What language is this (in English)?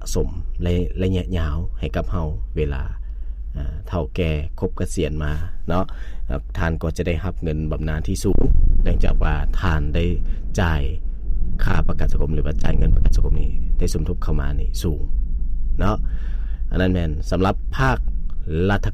Lao